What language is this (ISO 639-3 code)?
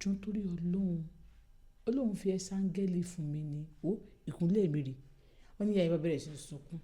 yor